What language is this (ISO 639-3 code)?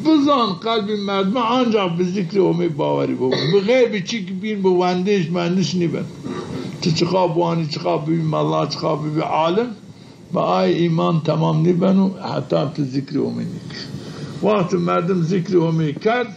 zza